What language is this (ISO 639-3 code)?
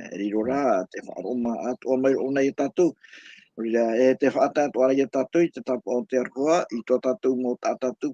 tah